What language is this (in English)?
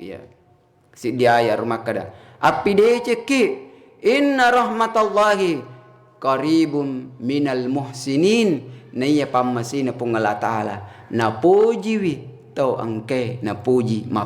Buginese